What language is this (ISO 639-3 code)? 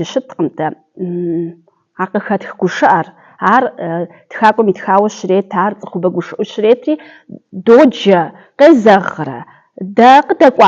kbd